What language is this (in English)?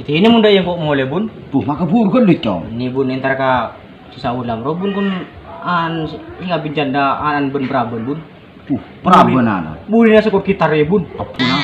Madurese